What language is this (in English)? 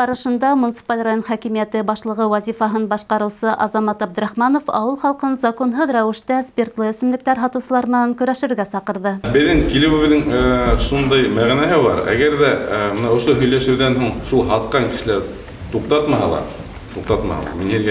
Bashkir